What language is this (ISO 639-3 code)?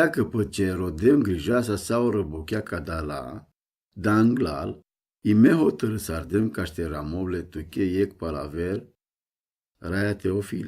rom